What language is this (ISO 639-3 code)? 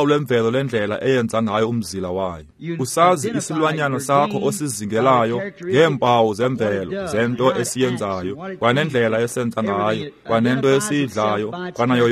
xho